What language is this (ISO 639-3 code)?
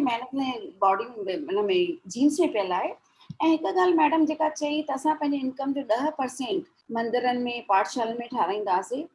snd